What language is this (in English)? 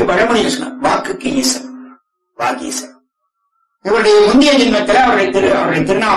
Tamil